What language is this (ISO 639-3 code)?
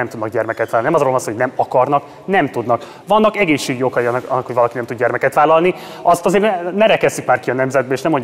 hun